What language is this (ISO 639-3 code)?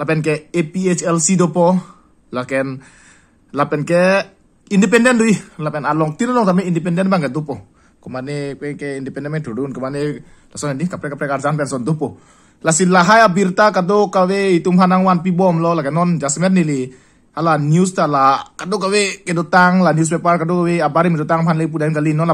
mjw